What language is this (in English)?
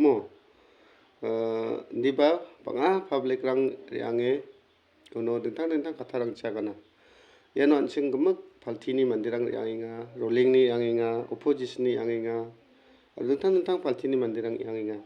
Garo